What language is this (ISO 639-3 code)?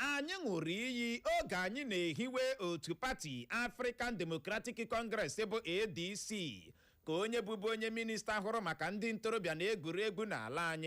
ibo